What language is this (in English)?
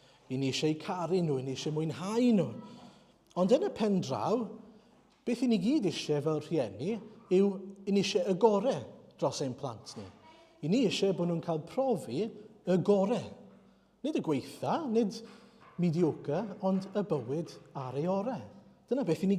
Welsh